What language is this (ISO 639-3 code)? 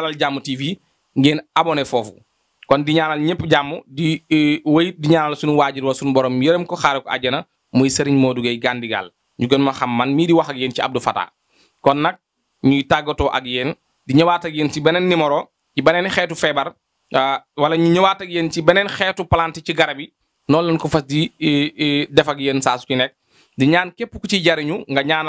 wol